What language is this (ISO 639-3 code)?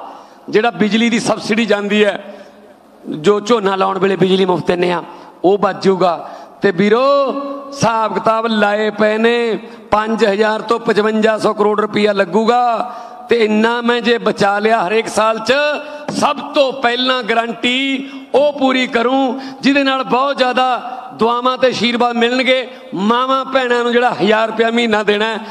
pan